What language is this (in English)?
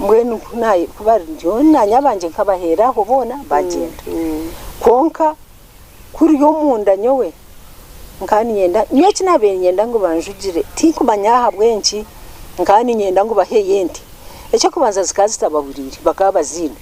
Nyankole